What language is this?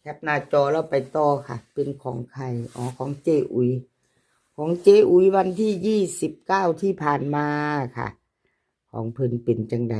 Northeastern Thai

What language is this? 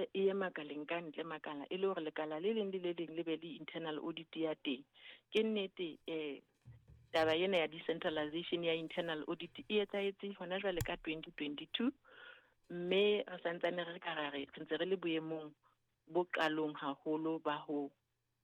Southern Sotho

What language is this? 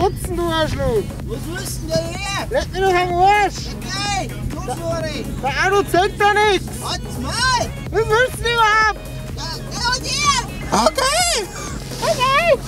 Bavarian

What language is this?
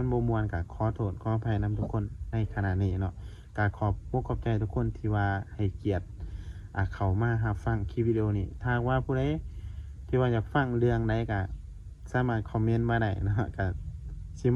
Northeastern Thai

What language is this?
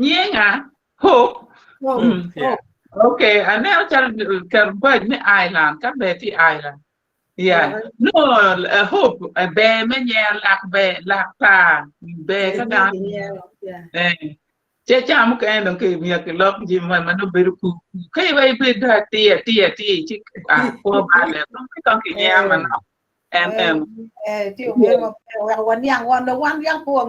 Acoli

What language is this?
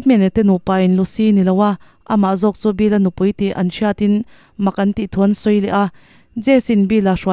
Mizo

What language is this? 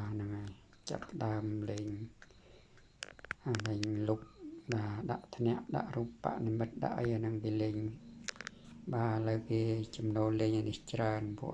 Khmer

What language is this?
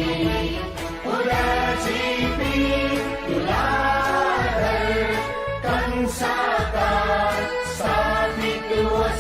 Newari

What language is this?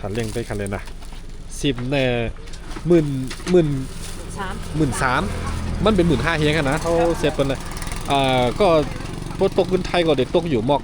Shan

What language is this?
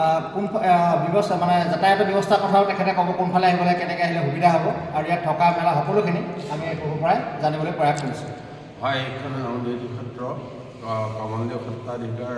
Assamese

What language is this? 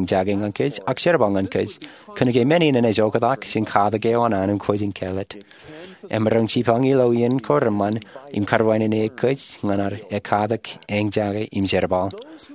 Marshallese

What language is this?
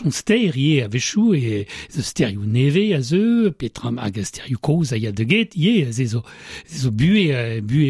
Breton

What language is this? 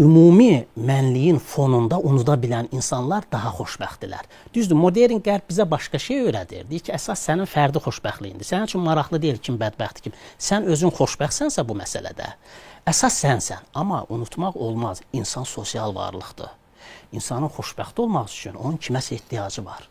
Azerbaijani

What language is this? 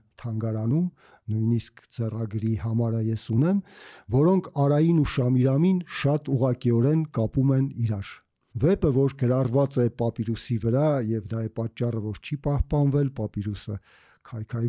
Armenian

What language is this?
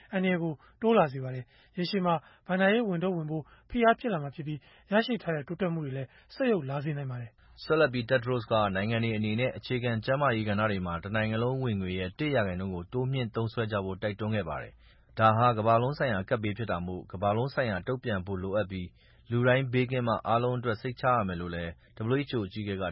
Burmese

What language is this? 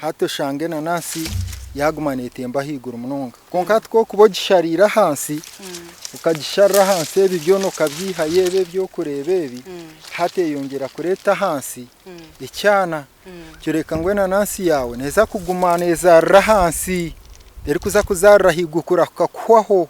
Nyankole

